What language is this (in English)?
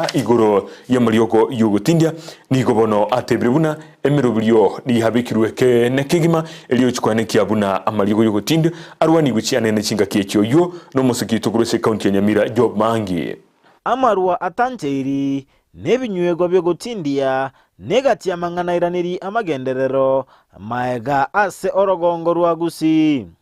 Gusii